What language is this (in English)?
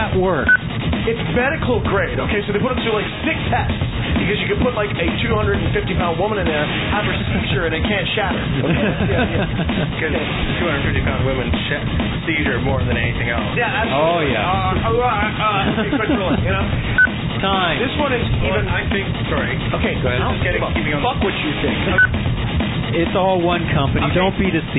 English